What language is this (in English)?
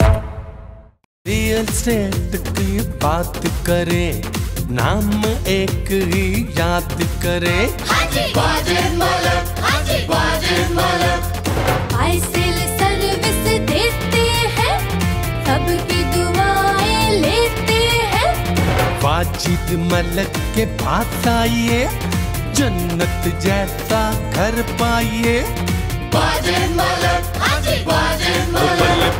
Urdu